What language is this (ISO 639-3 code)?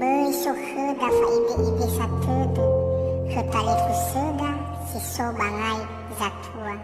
nia